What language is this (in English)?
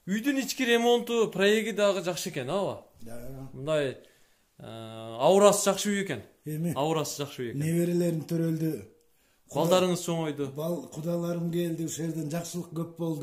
Kyrgyz